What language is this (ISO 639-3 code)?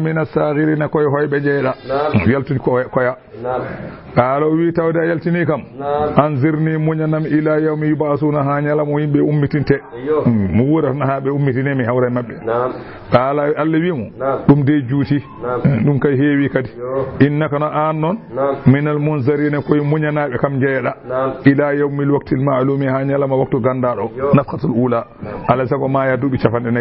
ful